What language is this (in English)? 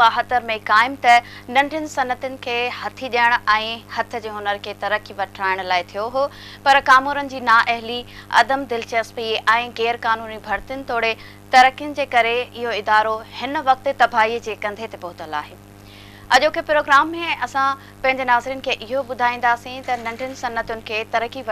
Sindhi